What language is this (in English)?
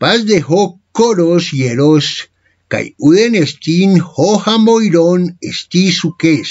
Ancient Greek